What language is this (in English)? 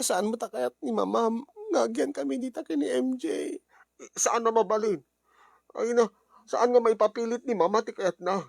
Iloko